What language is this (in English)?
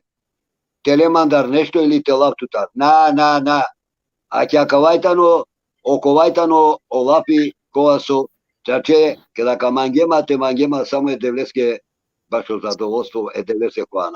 Balkan Romani